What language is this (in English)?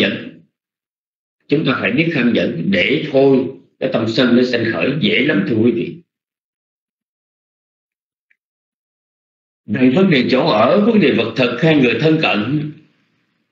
Vietnamese